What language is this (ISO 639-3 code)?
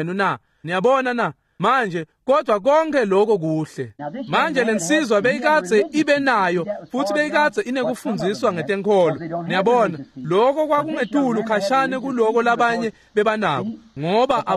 ssw